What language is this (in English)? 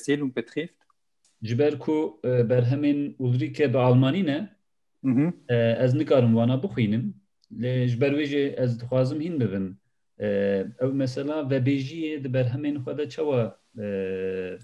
Kurdish